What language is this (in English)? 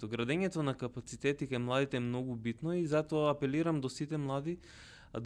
Macedonian